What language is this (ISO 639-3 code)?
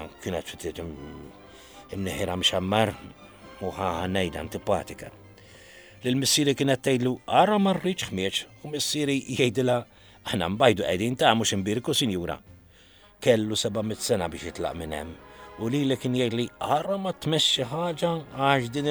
mlt